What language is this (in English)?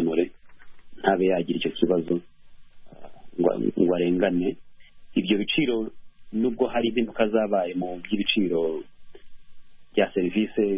Kinyarwanda